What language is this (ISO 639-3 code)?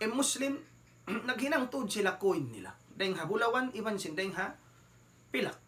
tsg